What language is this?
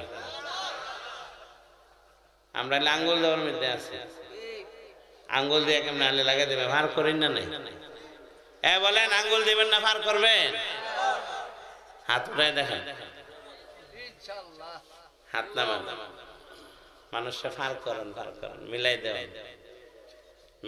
Bangla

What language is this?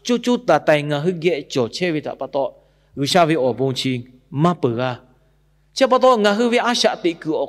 Lahu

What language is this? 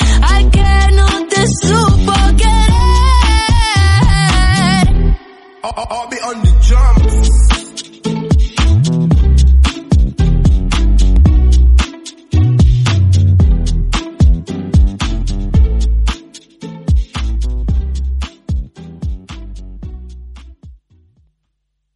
Spanish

